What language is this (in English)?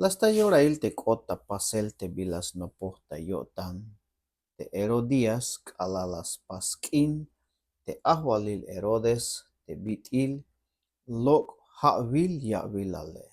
Tzeltal